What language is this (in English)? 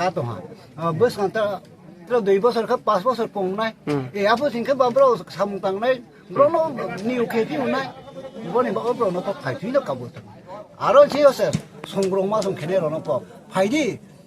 Riang (India)